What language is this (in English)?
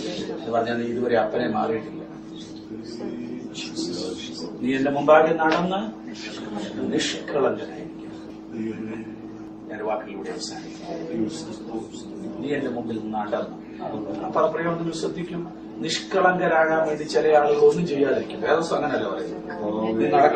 Malayalam